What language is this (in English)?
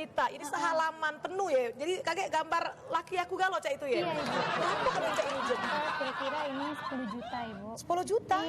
Musi